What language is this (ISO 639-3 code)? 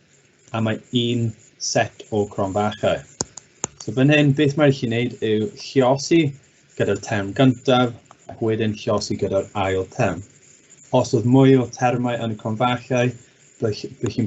cym